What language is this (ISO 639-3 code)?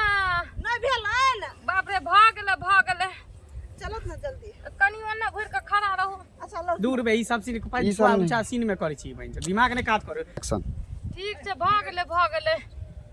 mai